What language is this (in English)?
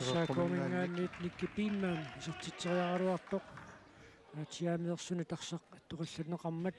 Kalaallisut